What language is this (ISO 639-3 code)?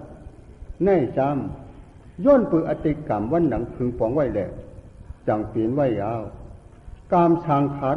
shn